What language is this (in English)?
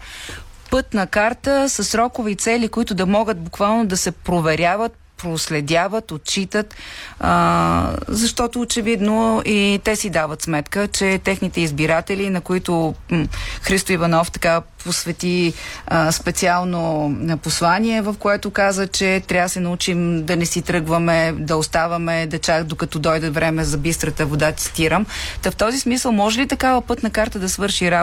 Bulgarian